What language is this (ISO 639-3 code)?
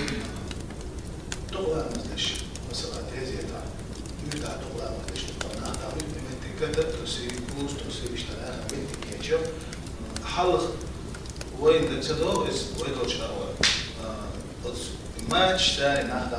che